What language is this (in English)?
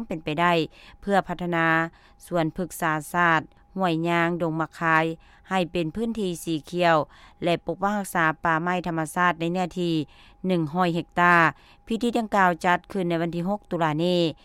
Lao